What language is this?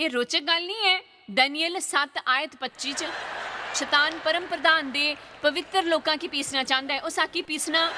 Dogri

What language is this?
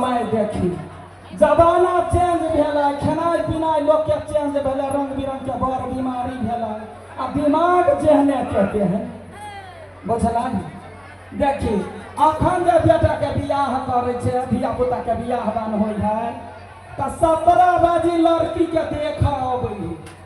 Maithili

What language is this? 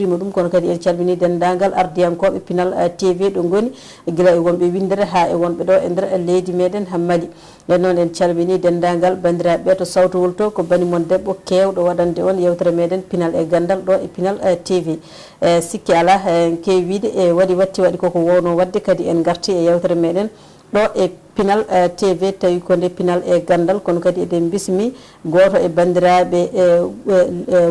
Fula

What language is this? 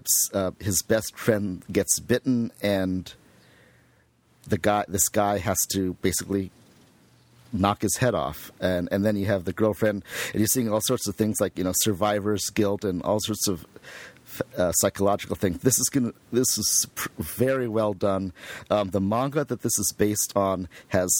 English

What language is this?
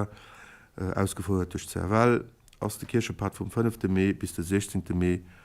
Luxembourgish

